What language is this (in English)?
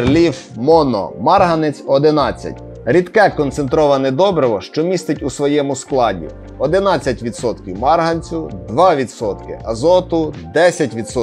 Ukrainian